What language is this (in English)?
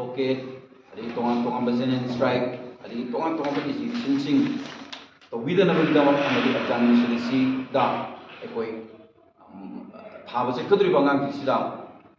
Manipuri